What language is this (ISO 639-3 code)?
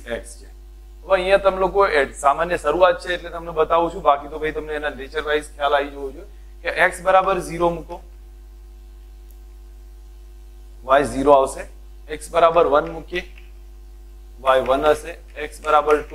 guj